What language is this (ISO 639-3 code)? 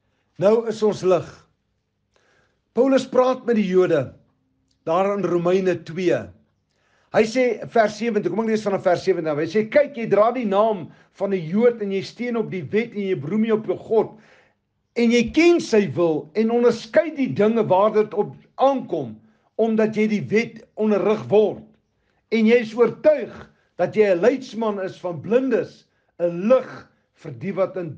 afr